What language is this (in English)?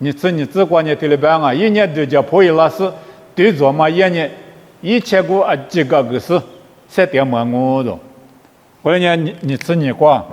Lisu